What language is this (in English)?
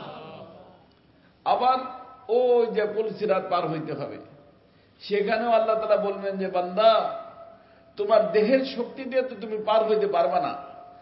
Bangla